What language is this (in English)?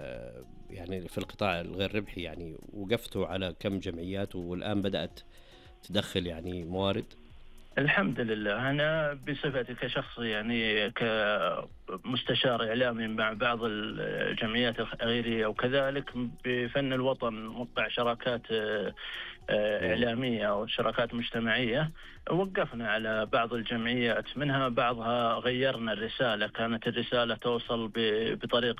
Najdi Arabic